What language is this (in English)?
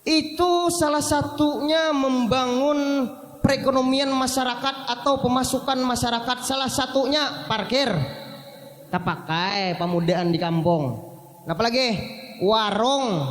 Banjar